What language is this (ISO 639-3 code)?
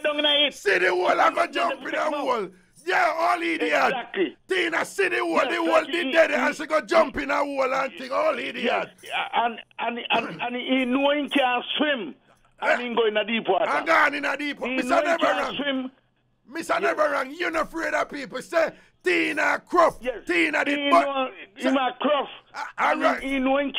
jam